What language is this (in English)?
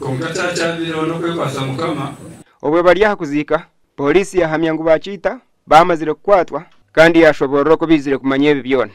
Nyankole